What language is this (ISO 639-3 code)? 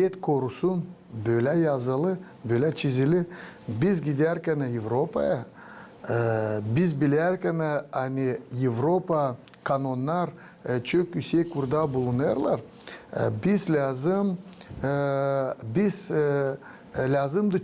gag